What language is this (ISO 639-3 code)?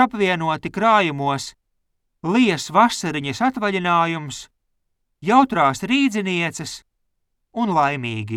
lav